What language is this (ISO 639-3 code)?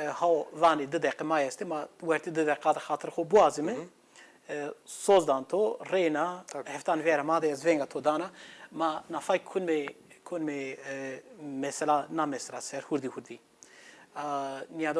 zza